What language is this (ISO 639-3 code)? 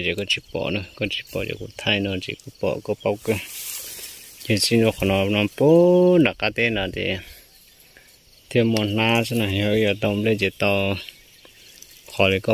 vie